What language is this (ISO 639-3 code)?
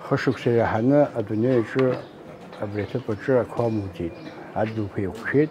abk